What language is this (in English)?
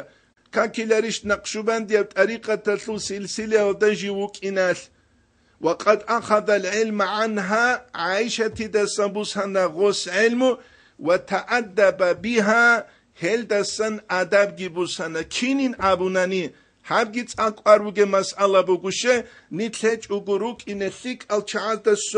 Avaric